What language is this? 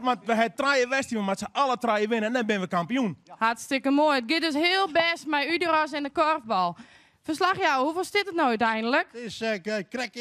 Western Frisian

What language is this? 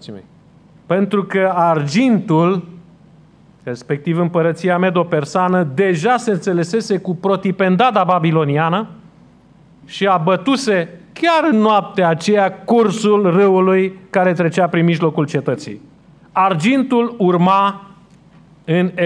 Romanian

